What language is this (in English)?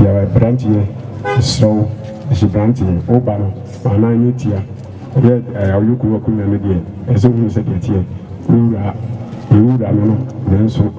Akan